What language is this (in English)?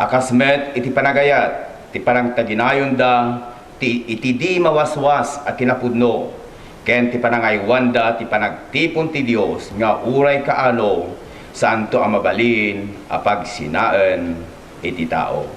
Iloko